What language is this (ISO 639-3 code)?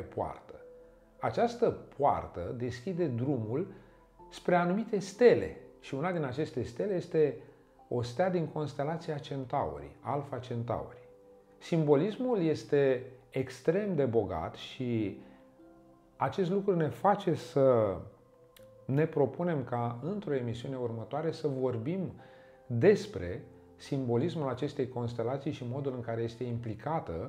ron